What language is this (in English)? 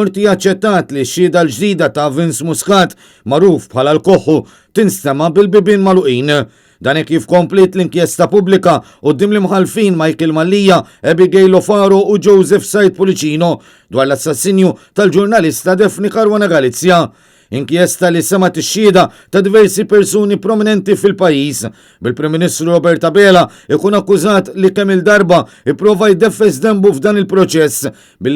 Maltese